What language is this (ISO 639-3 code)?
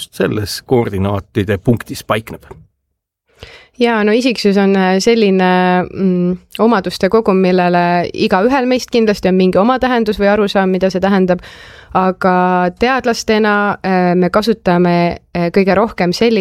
est